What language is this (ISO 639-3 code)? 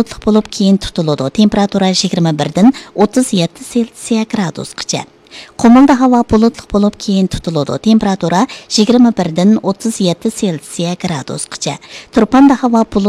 uig